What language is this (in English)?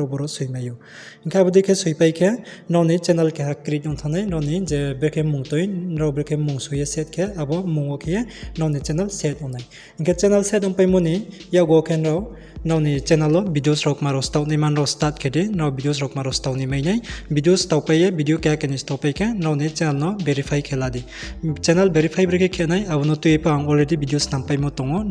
Riang (India)